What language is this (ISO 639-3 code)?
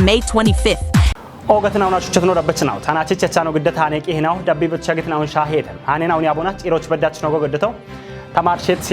kbr